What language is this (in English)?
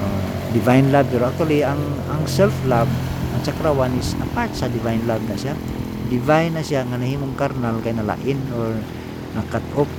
Cebuano